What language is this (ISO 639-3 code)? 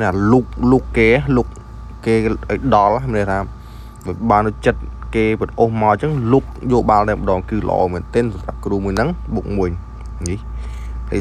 khm